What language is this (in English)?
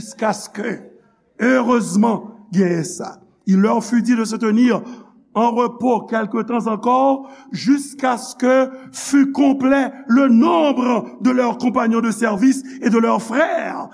Haitian Creole